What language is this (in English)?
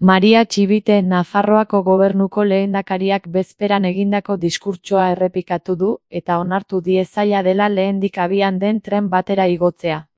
Basque